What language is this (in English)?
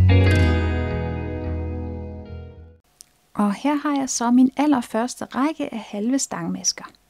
Danish